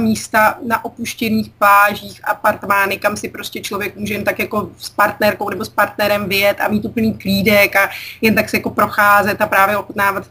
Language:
Czech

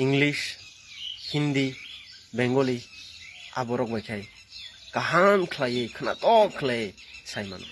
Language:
Kok Borok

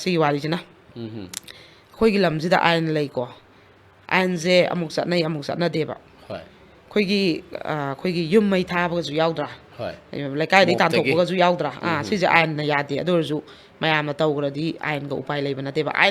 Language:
Manipuri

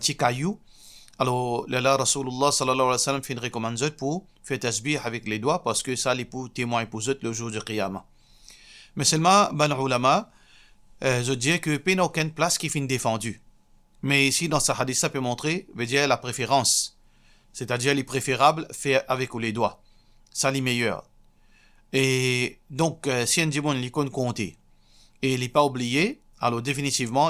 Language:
Morisyen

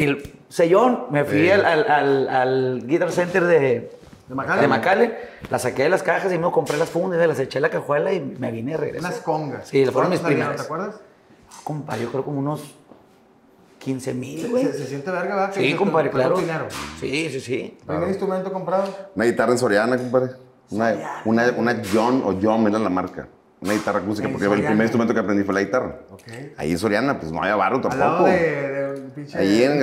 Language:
Spanish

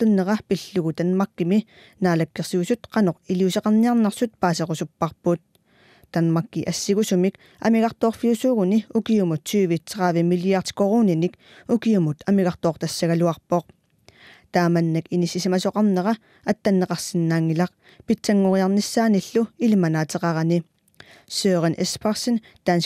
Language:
Kalaallisut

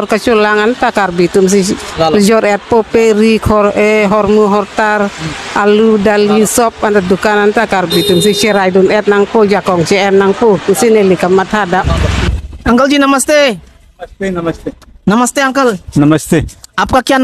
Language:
Karbi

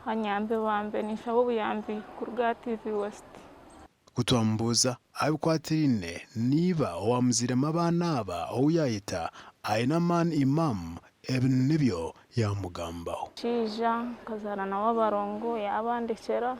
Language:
Nyankole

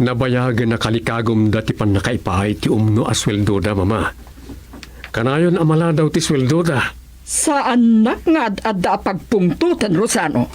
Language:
Iloko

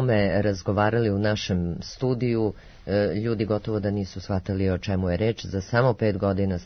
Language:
Serbian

